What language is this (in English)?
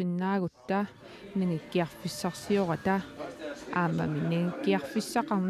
Kalaallisut